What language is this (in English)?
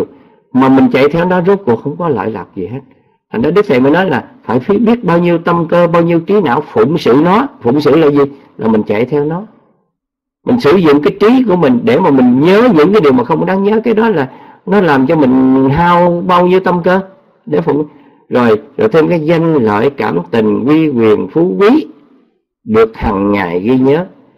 Vietnamese